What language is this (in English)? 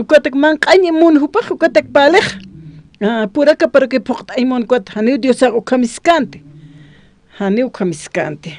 Aymara